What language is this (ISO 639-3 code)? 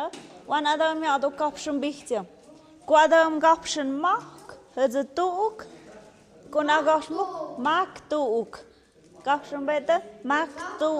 mxp